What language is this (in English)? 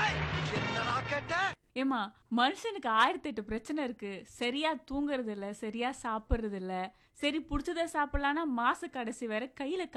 Tamil